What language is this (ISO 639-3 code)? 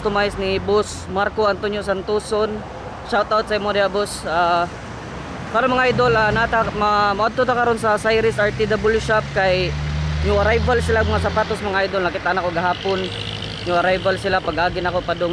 ceb